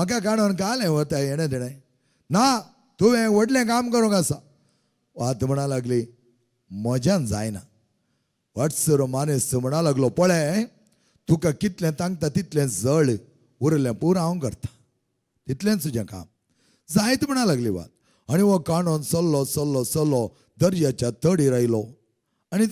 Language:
Konkani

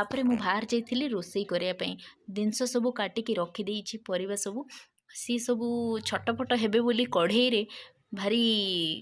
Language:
Odia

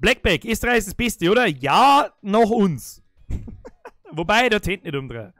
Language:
Bavarian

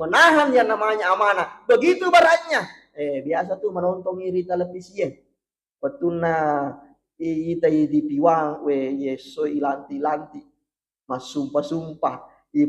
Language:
Buginese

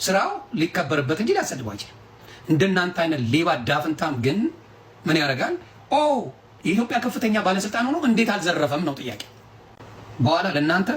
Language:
Amharic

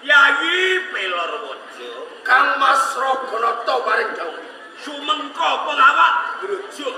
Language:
Javanese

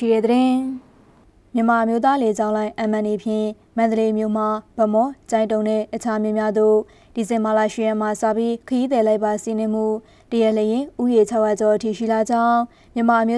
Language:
Burmese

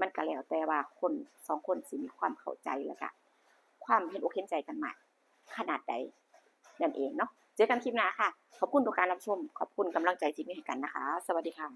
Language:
Northeastern Thai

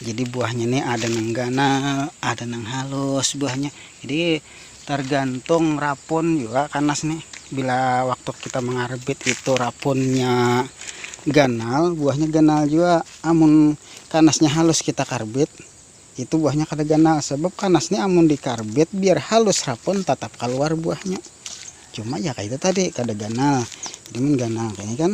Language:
Banjar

